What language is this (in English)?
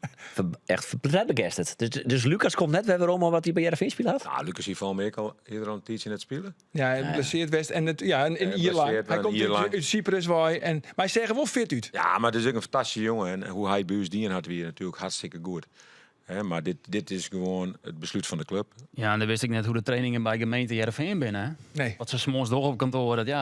Western Frisian